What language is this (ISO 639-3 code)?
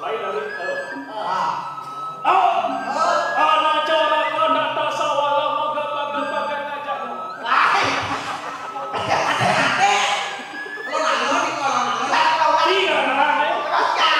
ban